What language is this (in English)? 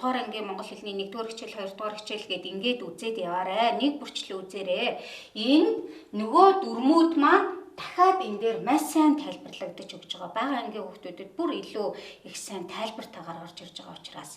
Mongolian